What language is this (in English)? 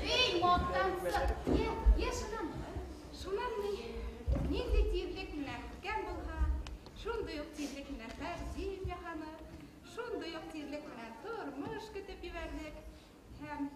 Bashkir